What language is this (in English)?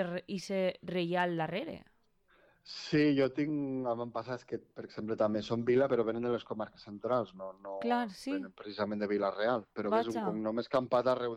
Catalan